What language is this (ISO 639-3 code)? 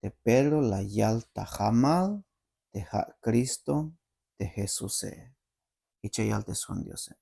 tzh